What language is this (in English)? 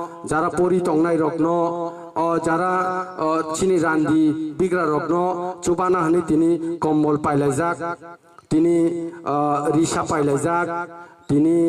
Kok Borok